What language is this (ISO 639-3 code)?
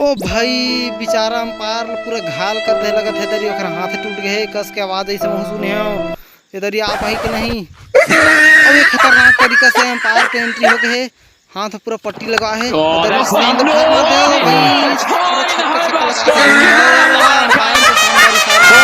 hne